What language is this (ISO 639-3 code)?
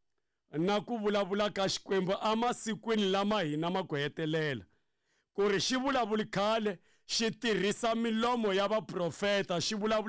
tso